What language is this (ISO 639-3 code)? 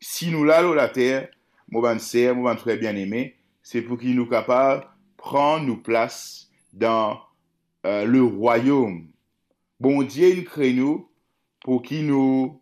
mfe